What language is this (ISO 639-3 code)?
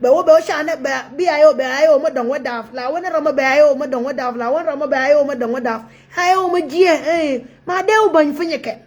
nus